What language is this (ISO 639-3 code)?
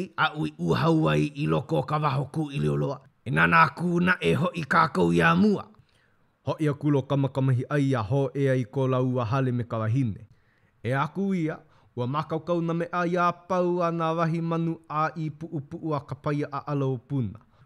haw